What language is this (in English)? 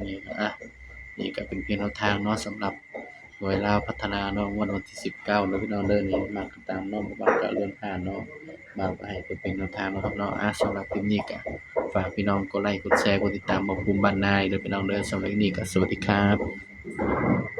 Northeastern Thai